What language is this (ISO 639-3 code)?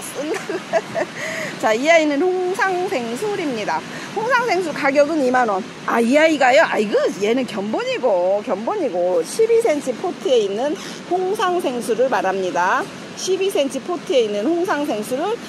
kor